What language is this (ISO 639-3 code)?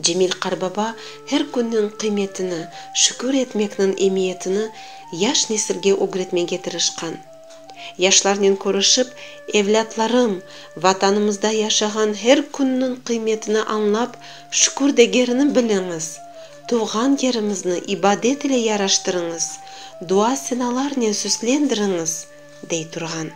crh